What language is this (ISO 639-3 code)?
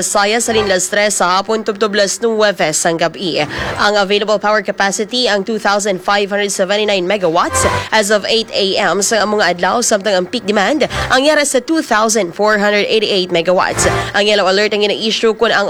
hil